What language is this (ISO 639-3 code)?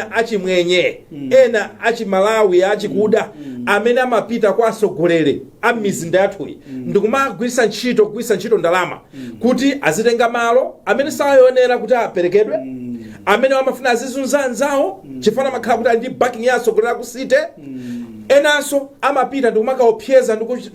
nya